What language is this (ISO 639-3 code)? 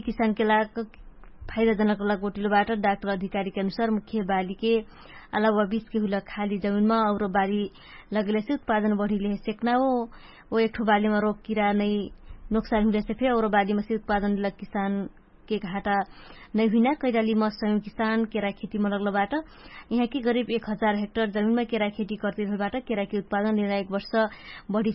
thl